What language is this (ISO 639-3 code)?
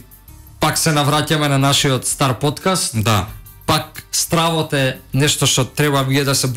mkd